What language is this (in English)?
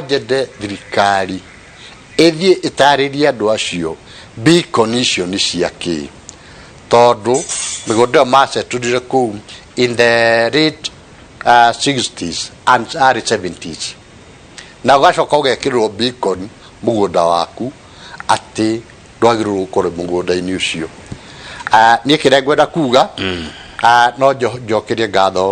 Kikuyu